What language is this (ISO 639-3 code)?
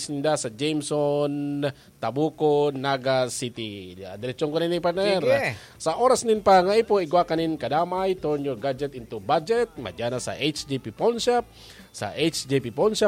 bik